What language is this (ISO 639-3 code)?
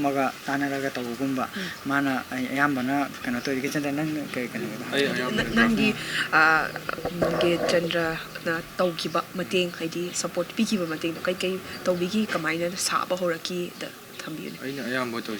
mni